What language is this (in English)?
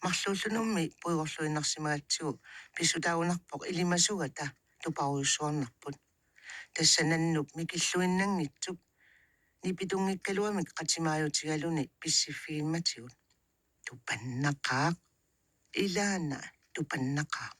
Kalaallisut